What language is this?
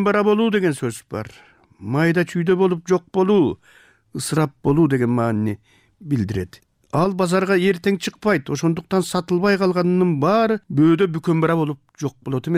Kyrgyz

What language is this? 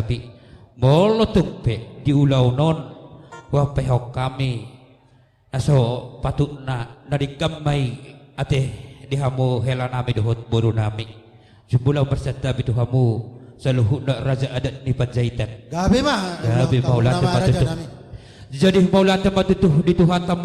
Batak Toba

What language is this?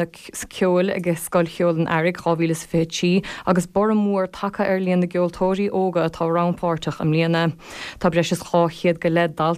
Irish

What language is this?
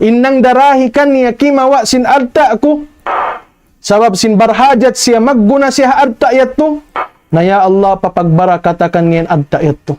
Tausug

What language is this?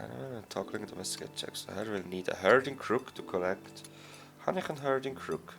Swiss German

